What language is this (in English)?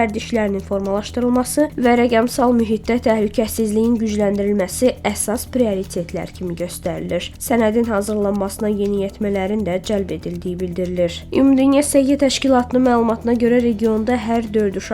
Azerbaijani